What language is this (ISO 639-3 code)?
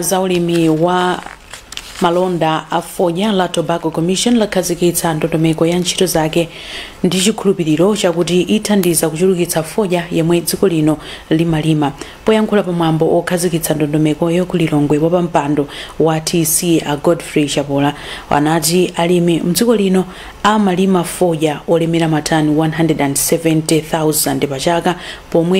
nya